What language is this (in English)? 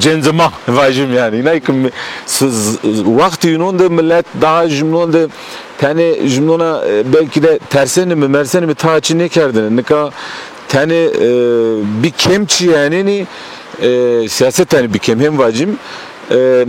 Zaza